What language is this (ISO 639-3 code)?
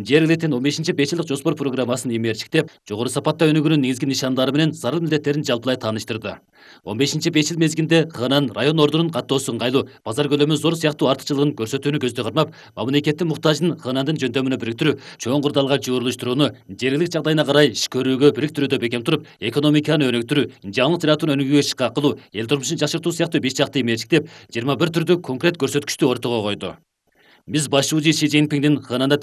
kir